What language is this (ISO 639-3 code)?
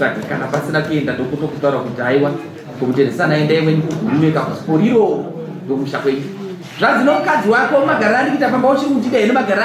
sna